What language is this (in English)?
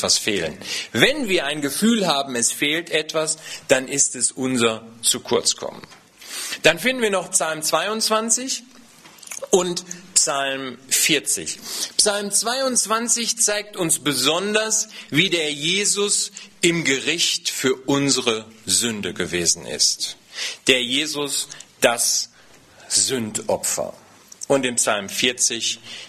German